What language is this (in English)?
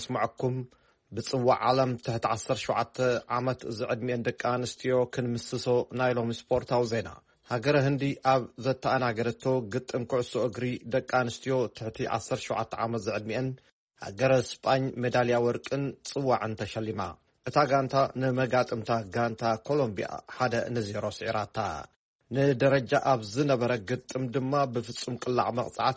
Tigrinya